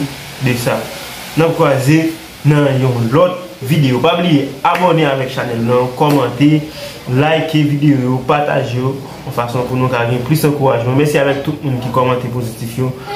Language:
Haitian Creole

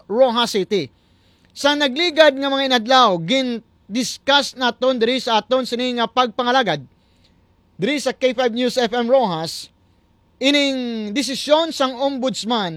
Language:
Hiligaynon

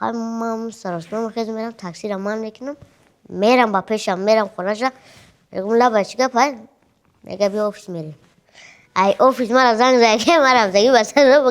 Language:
Tajik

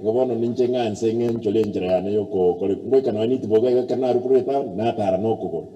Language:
Gusii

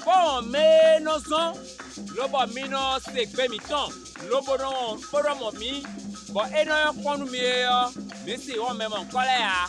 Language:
Fon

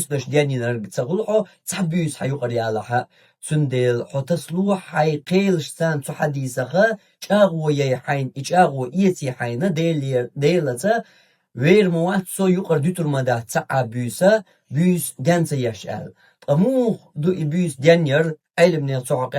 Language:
Chechen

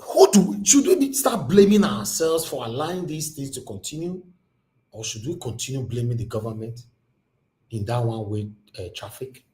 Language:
Nigerian Pidgin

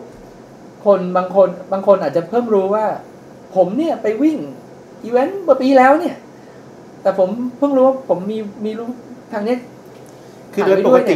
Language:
Thai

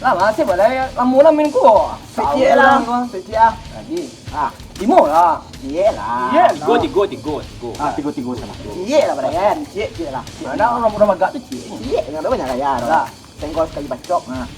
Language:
Minangkabau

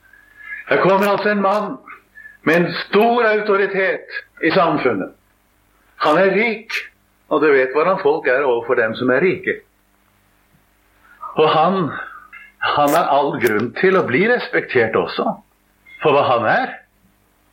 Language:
Norwegian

